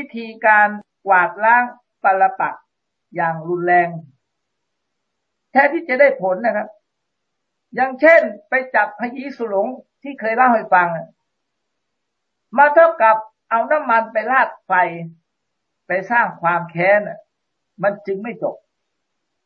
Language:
Thai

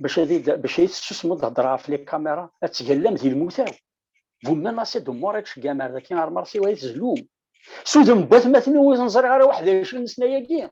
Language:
Kabyle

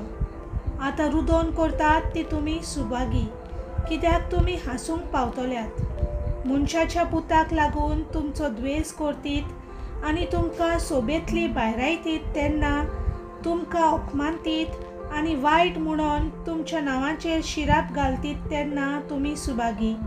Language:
Konkani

